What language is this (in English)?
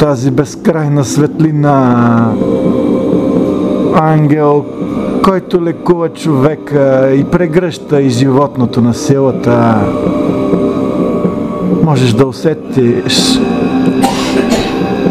Bulgarian